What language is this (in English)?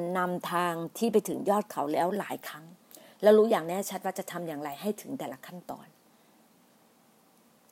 Thai